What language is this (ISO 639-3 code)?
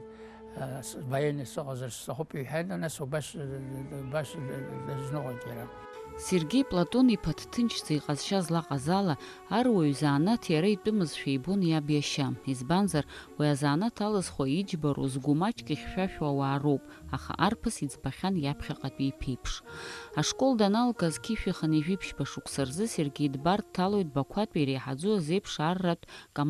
abk